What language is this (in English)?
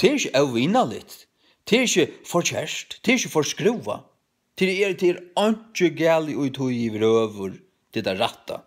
Faroese